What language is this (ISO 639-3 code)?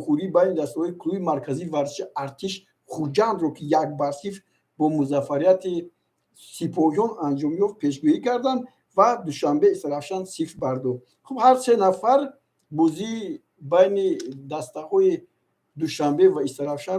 tgk